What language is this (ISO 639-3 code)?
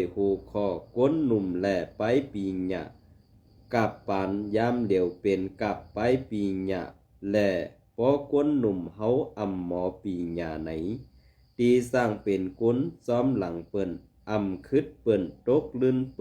shn